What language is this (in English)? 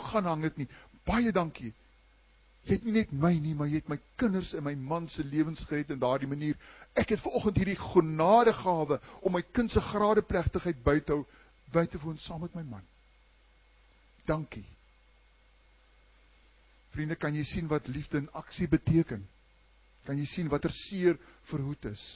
Afrikaans